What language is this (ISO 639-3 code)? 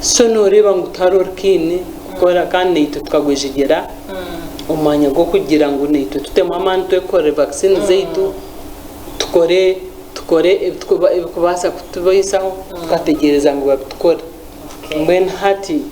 nyn